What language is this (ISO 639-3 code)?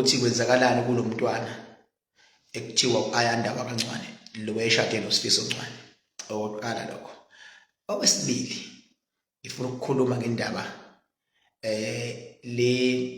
zul